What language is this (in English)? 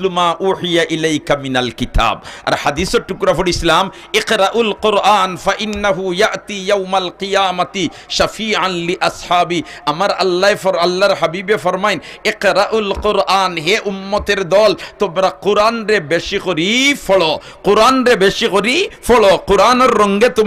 Sylheti